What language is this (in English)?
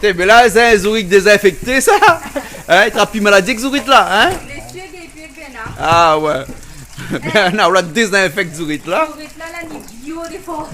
Réunion Creole French